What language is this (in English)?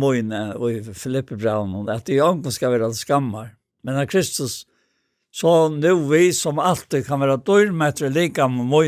Faroese